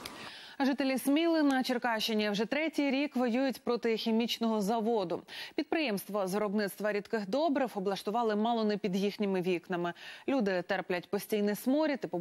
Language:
Ukrainian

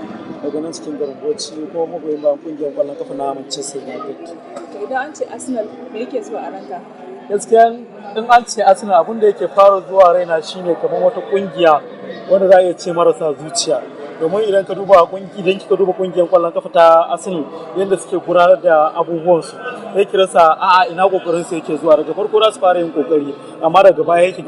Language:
Hausa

